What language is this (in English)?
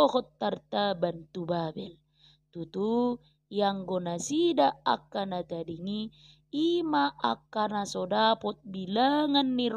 Batak Toba